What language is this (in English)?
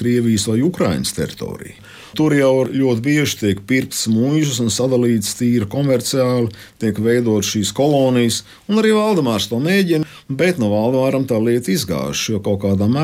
Latvian